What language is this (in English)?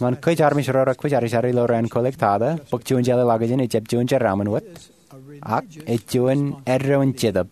Marshallese